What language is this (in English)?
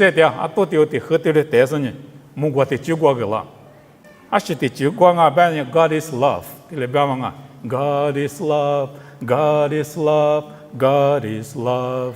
Lisu